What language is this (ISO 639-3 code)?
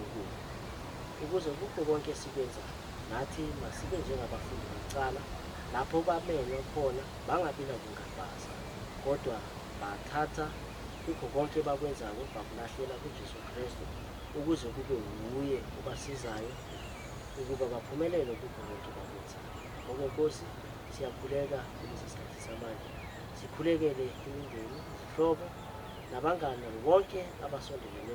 zul